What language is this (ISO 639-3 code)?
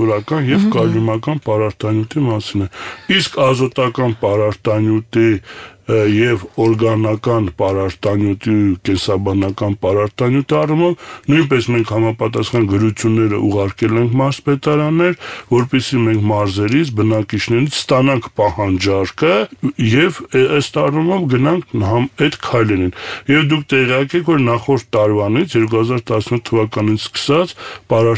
hye